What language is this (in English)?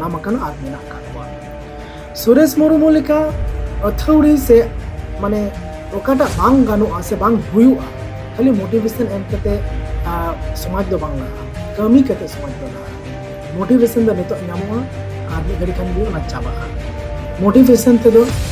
Santali